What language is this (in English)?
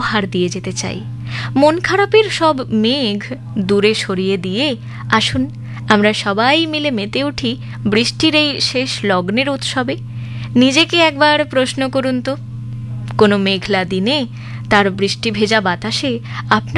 Bangla